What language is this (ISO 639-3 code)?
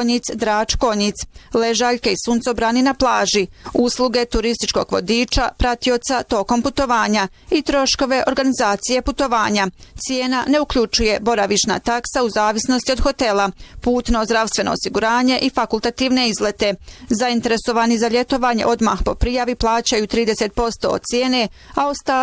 bos